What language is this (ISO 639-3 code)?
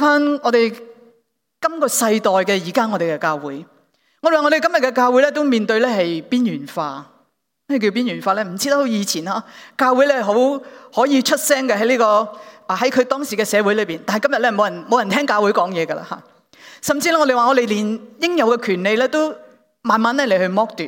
yue